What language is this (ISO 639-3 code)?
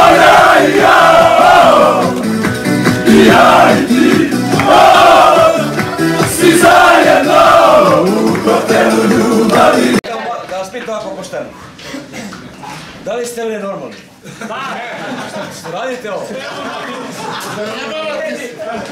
srp